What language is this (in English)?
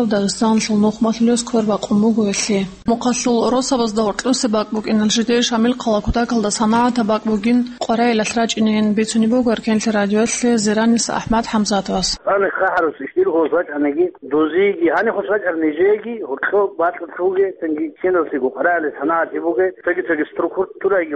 Avaric